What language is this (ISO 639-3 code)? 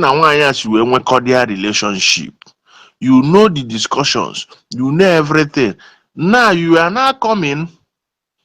ibo